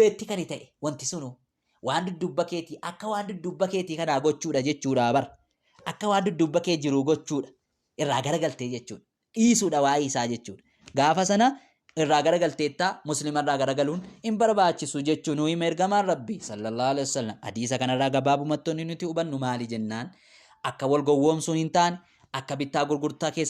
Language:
Oromo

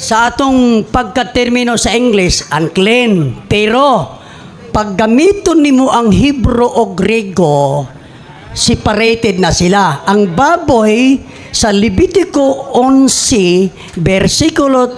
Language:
Cebuano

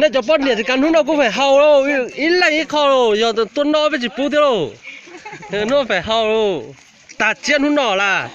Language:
Hmong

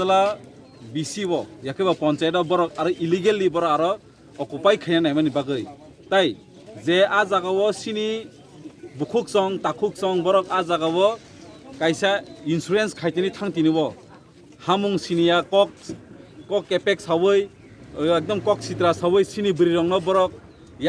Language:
Kok Borok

